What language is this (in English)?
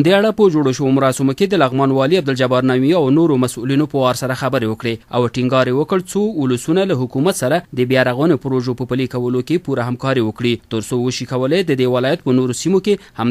Pashto